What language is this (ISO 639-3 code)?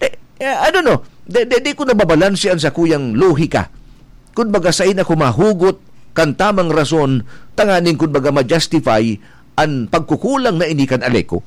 bik